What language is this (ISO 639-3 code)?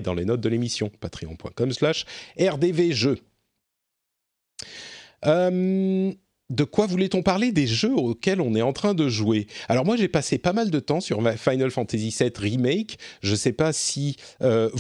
fra